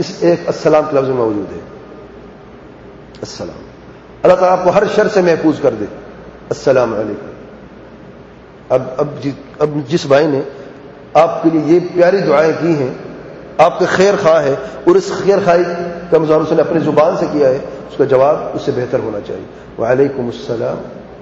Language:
Urdu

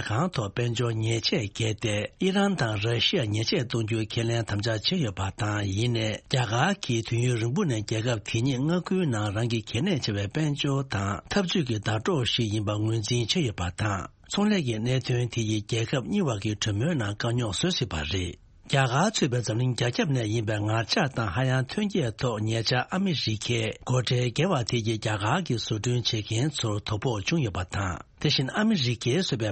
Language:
Tibetan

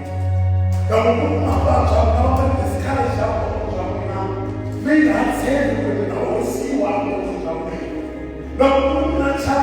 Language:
Tsonga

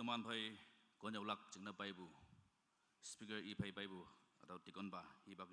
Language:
Naga Pidgin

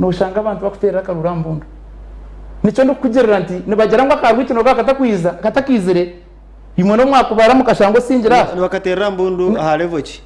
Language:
Nyankole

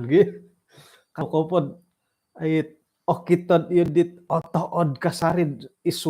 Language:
Central Dusun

